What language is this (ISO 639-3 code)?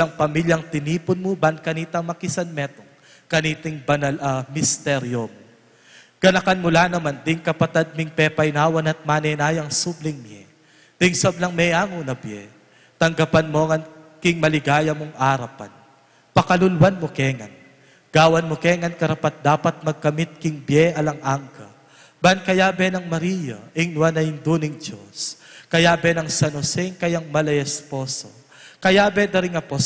pam